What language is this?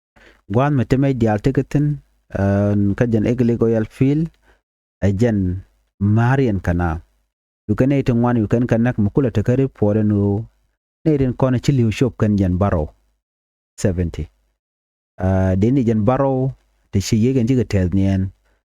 Nuer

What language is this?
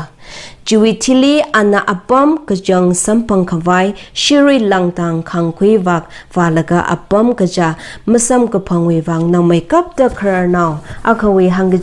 Tangkhul Naga (India)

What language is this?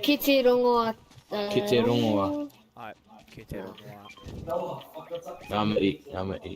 Māori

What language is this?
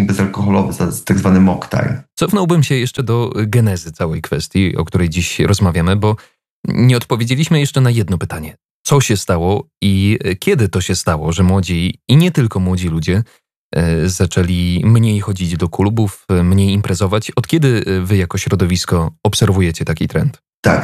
Polish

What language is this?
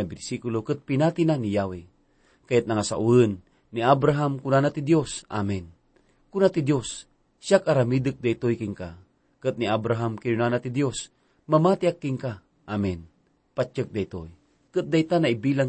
Iloko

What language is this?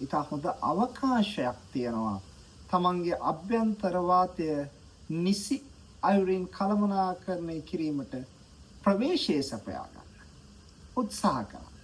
Sinhala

